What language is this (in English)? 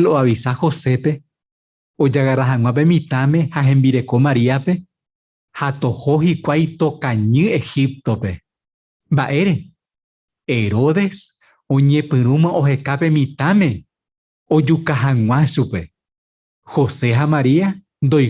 Guarani